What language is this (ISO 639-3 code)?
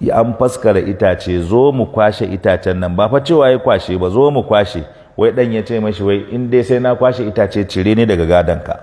hau